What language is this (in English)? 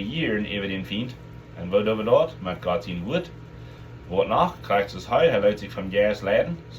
Plautdietsch